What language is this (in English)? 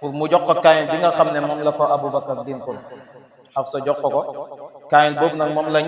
Wolof